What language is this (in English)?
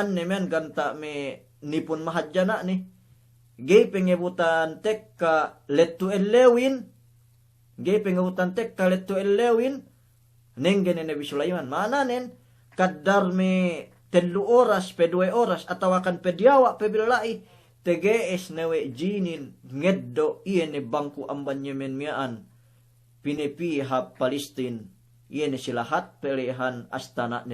Yakan